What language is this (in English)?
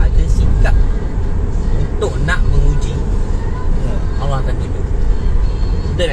Malay